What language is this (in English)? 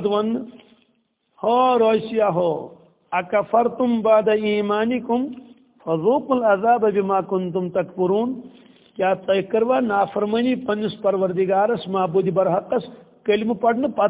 Kashmiri